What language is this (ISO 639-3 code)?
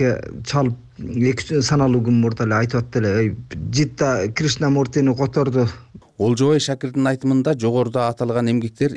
kir